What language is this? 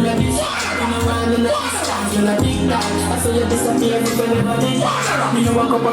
Jamaican Creole English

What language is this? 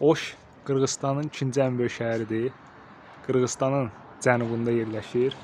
Azerbaijani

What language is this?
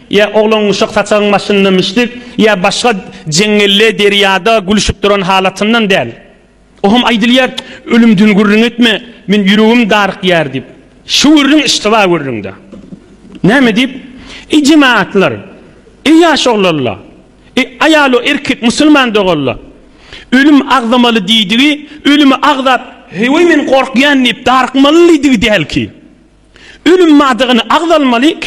Turkmen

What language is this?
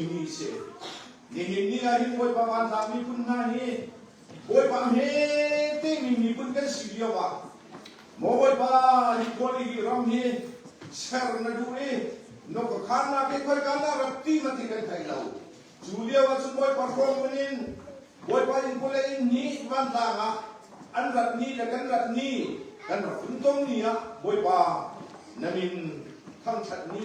Hakha Chin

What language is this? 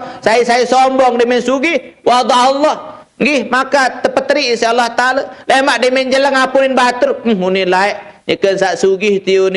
Sasak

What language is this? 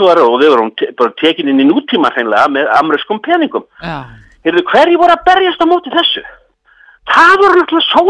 Icelandic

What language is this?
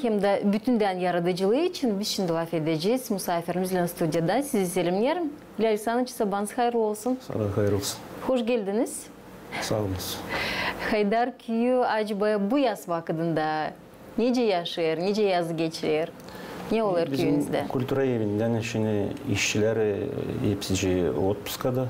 Gagauz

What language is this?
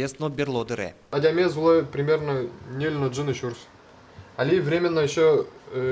Udmurt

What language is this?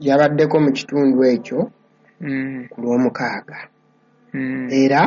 Ganda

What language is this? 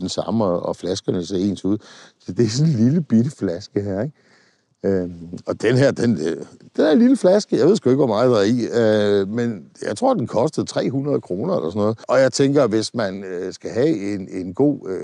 Danish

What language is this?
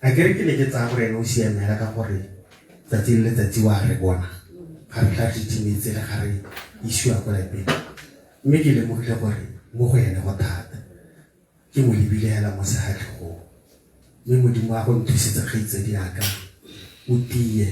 Tswana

